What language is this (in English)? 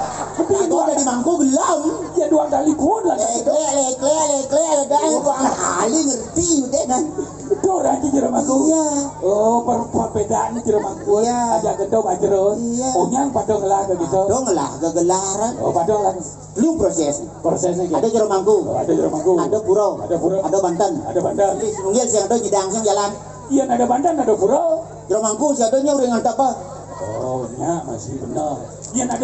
Balinese